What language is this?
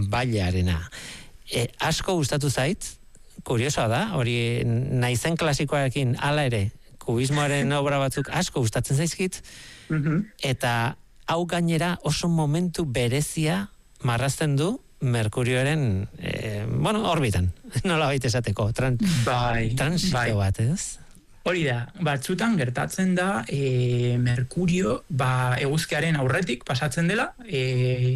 Basque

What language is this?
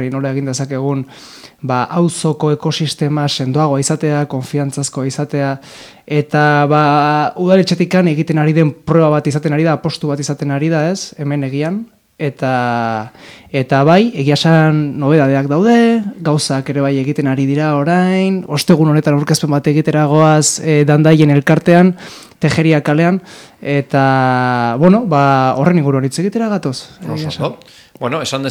Basque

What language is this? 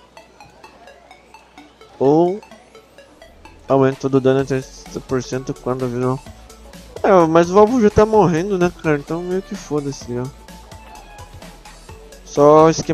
Portuguese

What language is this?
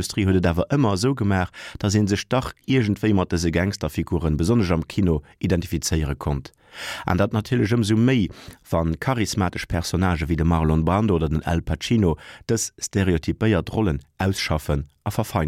Luxembourgish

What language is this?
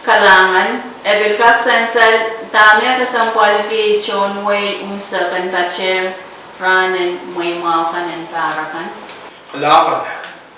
Pohnpeian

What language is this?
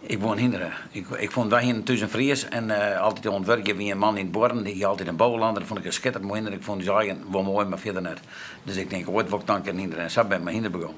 Western Frisian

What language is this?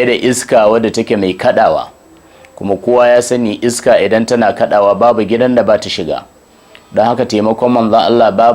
Hausa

